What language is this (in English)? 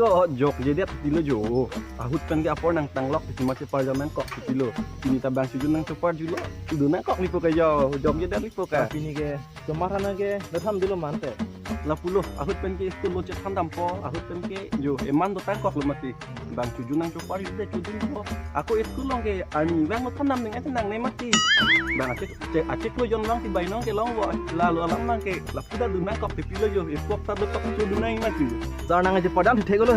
Karbi